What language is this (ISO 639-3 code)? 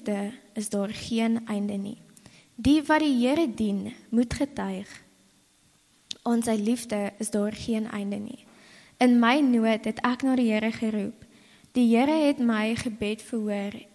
afr